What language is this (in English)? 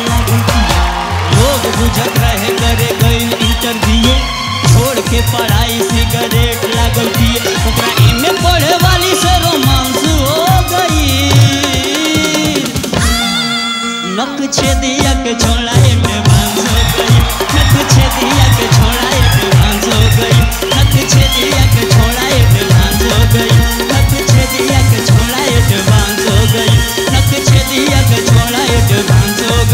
Bhojpuri